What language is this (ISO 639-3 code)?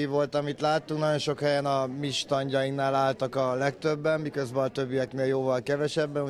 hun